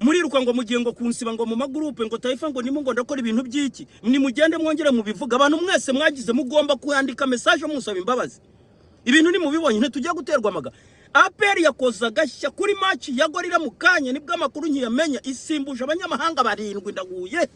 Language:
Kinyarwanda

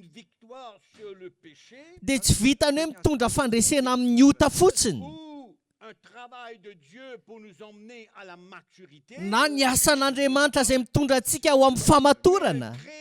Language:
Malagasy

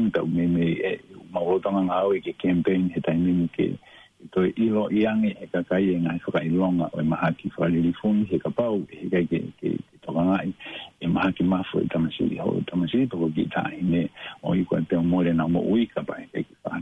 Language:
Tongan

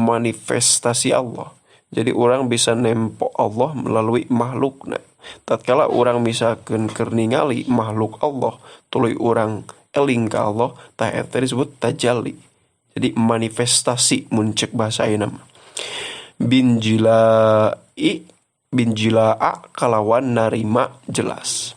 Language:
Sundanese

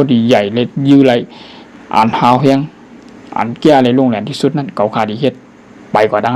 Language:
Shan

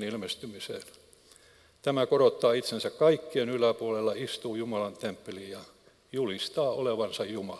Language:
Finnish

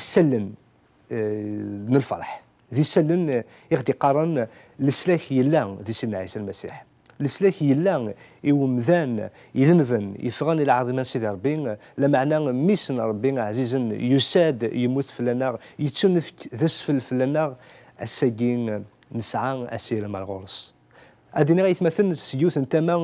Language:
Kabyle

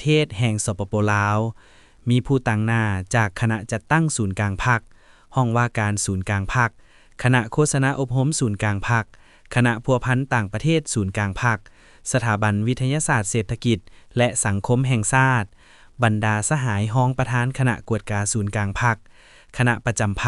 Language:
Lao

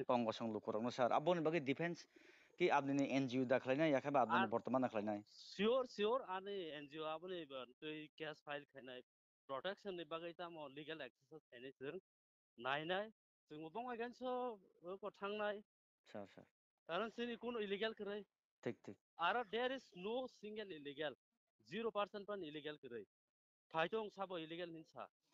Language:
Kok Borok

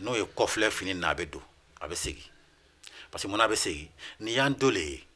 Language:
Bambara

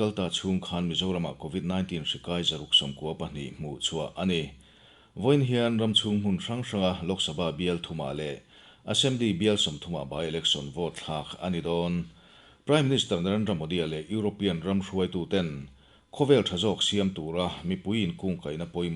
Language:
Mizo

